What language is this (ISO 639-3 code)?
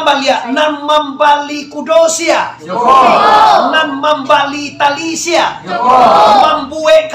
min